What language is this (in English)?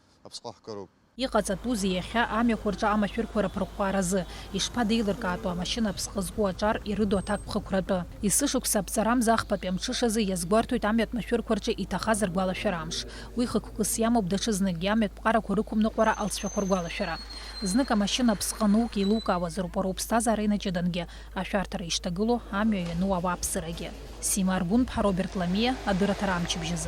Abkhazian